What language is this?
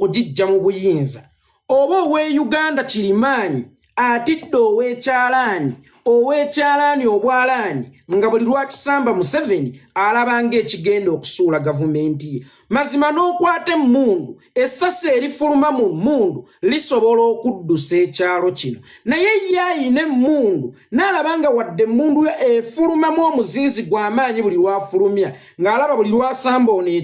Ganda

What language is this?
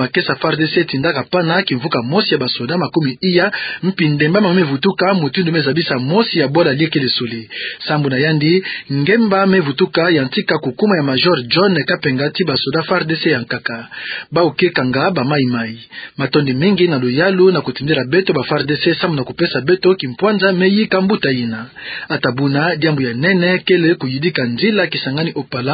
Kituba (Democratic Republic of Congo)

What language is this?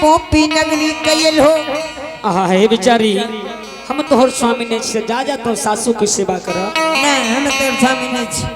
Angika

